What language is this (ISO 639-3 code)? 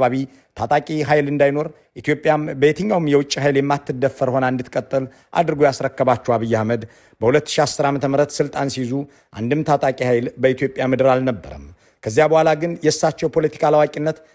amh